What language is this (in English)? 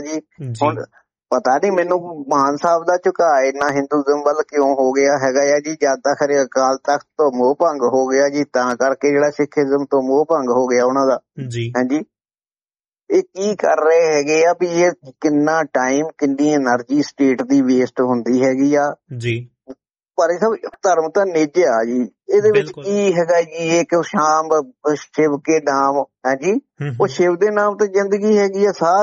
Punjabi